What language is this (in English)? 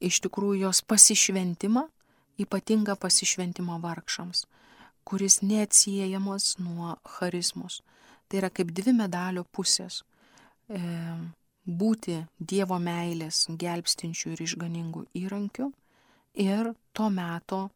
Lithuanian